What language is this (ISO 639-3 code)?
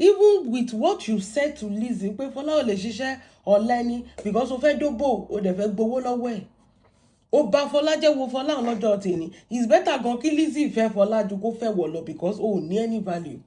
yor